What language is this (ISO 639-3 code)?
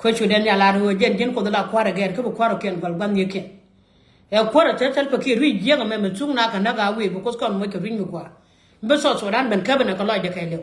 nus